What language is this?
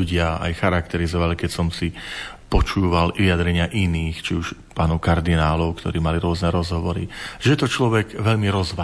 Slovak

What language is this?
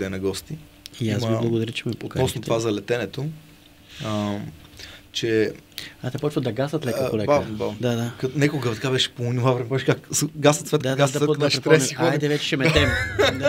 Bulgarian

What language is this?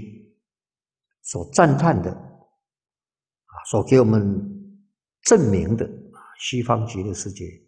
Chinese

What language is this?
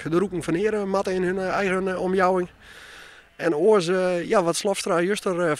Western Frisian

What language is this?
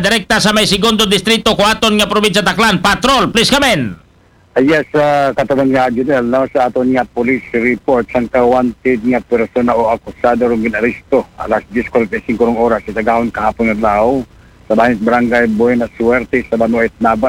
Aklanon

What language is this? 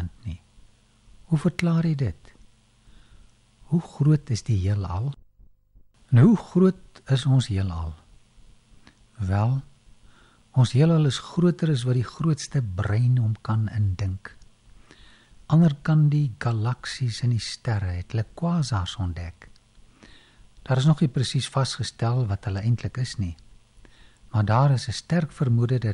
Afrikaans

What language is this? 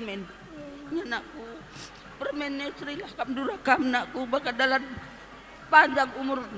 Batak Karo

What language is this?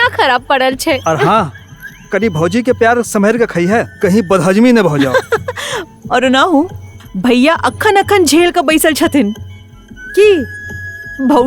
Maithili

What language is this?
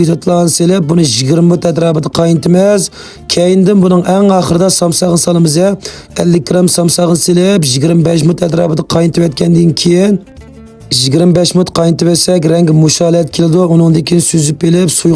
Uyghur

